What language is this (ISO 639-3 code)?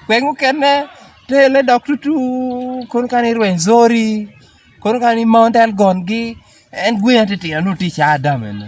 laj